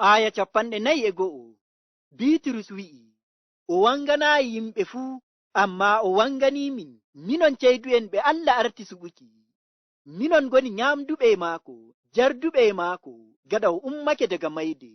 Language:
Nigerian Fulfulde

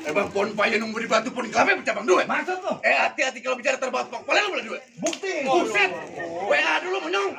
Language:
Betawi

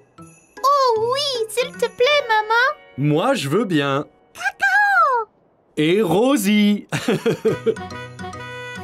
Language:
French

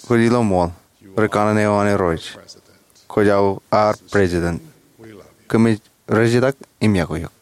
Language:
Marshallese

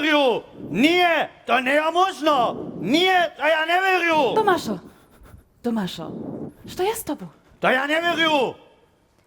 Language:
Upper Sorbian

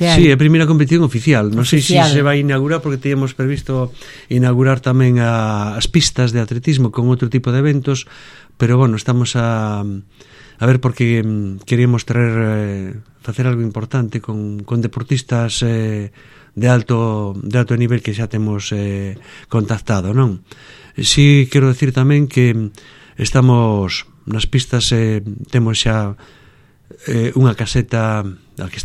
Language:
Galician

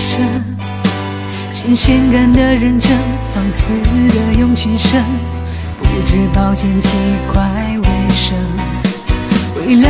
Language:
Chinese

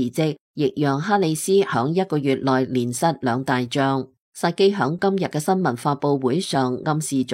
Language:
Cantonese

